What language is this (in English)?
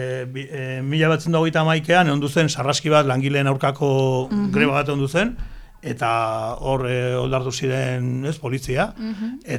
Basque